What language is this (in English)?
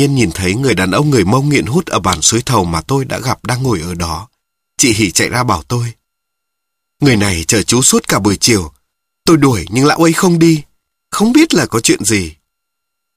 Vietnamese